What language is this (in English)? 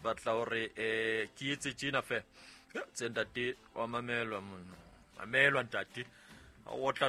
Southern Sotho